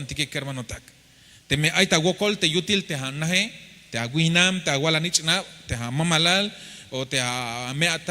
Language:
Tzeltal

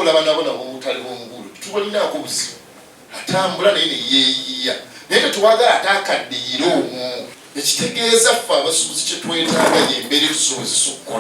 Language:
Ganda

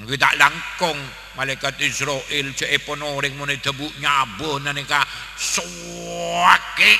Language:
Madurese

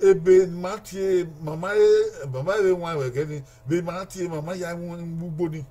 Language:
Bini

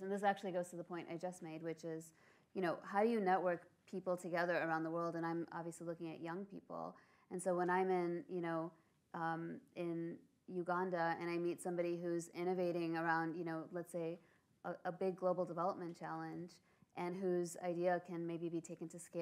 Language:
English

